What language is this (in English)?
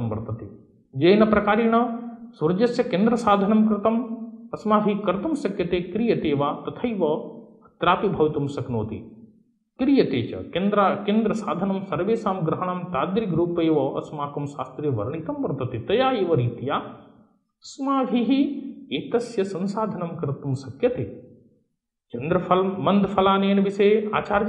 Sanskrit